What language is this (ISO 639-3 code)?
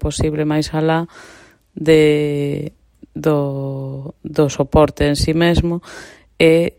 glg